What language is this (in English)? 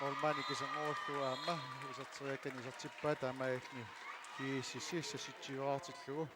Kalaallisut